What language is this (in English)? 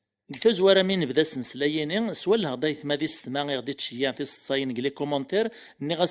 Kabyle